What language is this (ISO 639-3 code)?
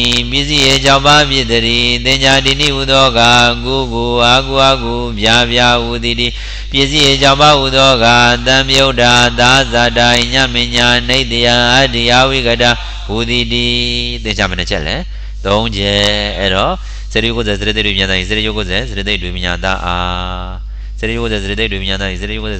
mya